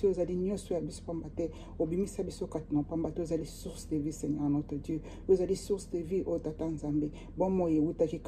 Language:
Lingala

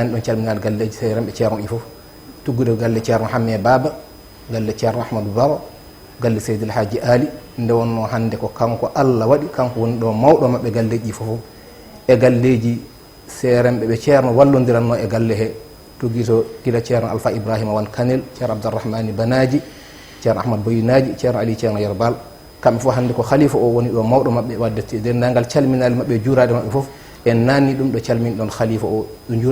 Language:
Fula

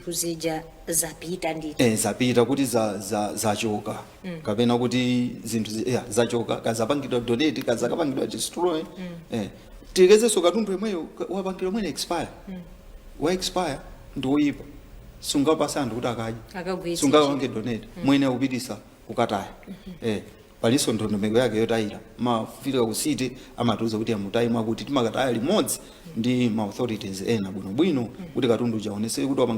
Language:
Nyanja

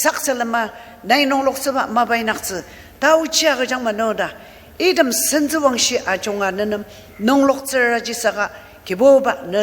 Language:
Ao Naga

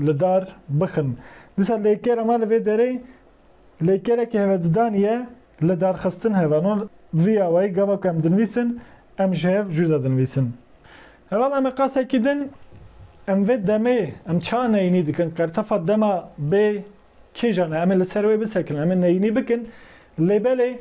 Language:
Kurdish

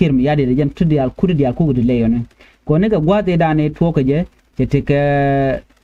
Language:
Nuer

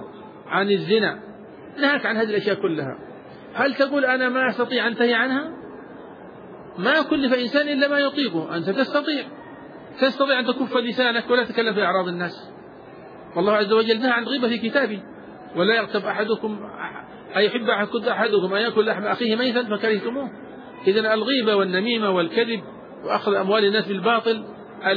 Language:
Arabic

